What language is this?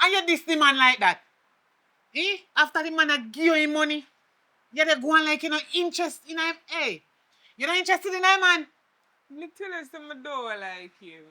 Jamaican Creole English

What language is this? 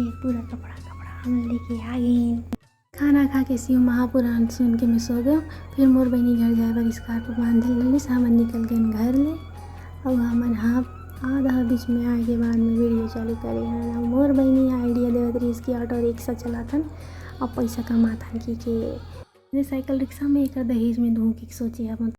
Chhattisgarhi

